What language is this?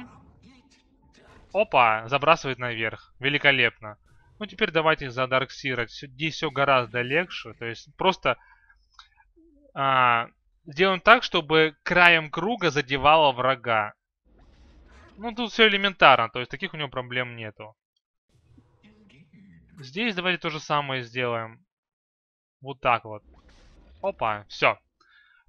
Russian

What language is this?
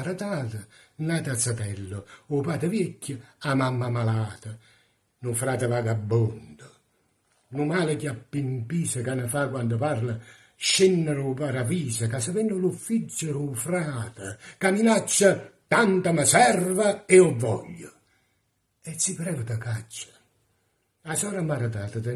Neapolitan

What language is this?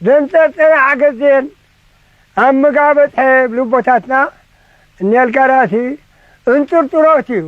Tigrinya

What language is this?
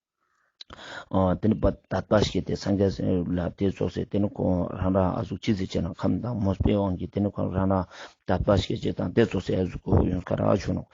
Ladakhi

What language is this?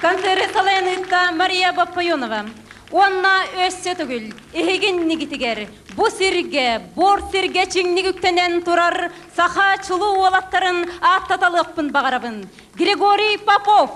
Yakut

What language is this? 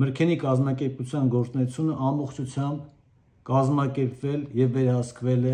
Armenian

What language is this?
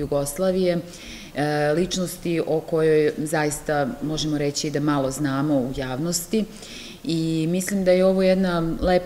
Serbian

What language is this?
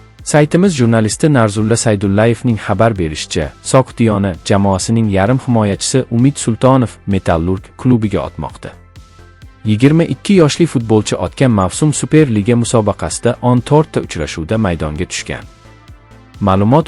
Uzbek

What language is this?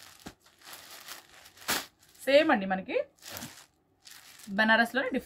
Telugu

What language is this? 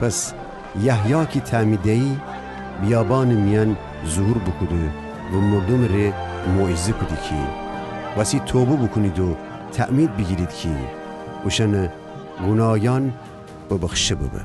Gilaki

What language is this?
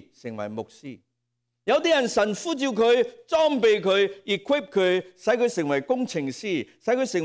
Cantonese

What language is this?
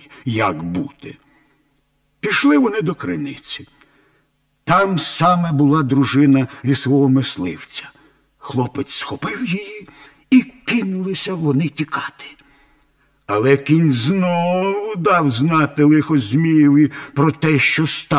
Ukrainian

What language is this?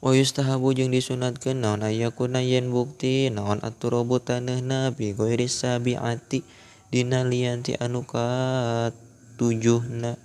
Sundanese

